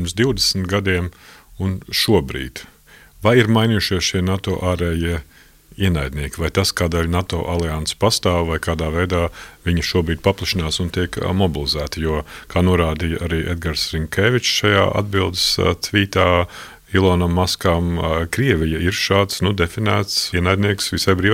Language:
Latvian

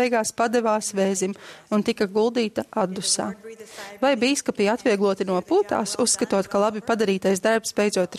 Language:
Latvian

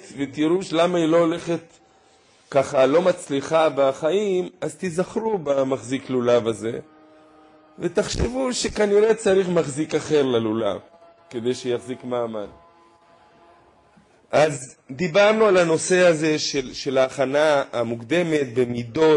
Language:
Hebrew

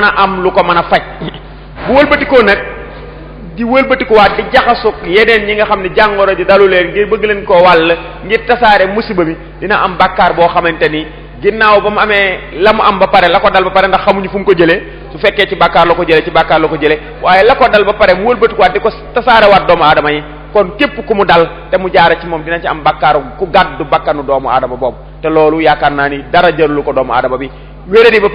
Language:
Wolof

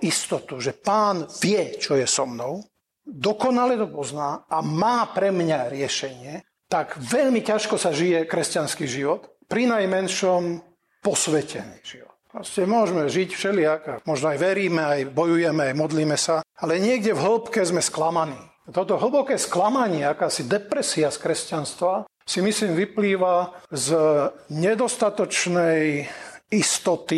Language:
Slovak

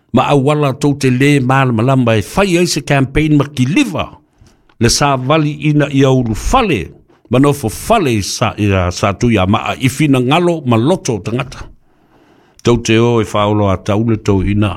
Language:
Samoan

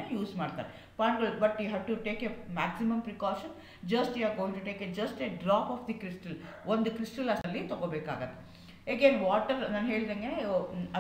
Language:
Kannada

